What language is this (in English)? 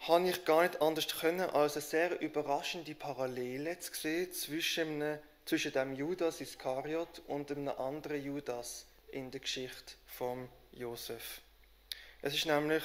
Swiss German